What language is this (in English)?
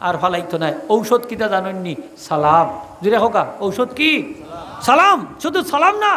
Sylheti